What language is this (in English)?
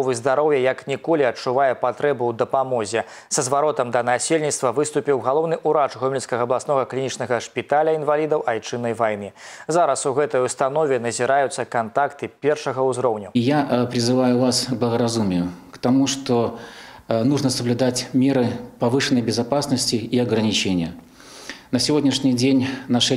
Belarusian